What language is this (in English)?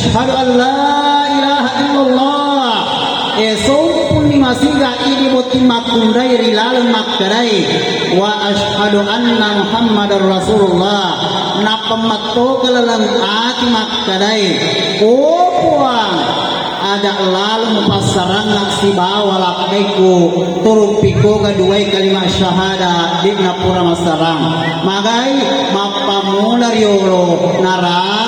Buginese